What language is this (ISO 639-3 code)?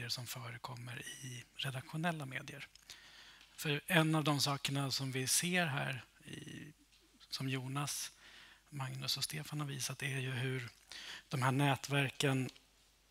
swe